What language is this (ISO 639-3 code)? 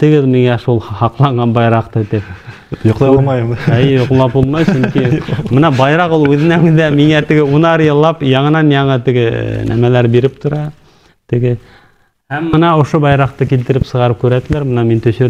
bak